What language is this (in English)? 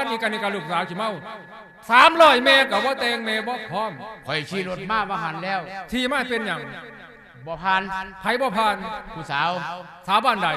Lao